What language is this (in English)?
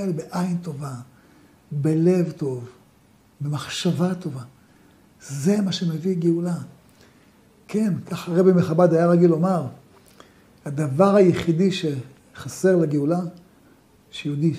Hebrew